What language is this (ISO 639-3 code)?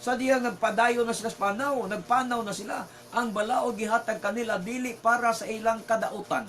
ceb